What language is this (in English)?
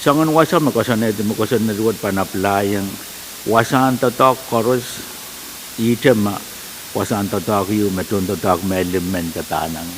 Pohnpeian